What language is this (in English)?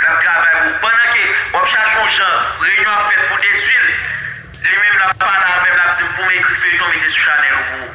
Haitian Creole